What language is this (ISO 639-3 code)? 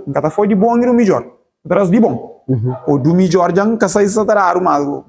kea